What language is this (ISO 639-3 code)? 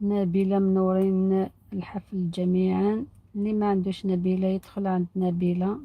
arq